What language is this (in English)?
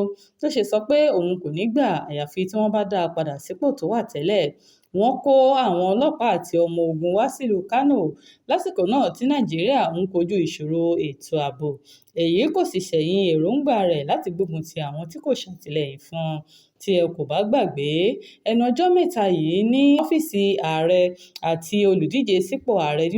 Yoruba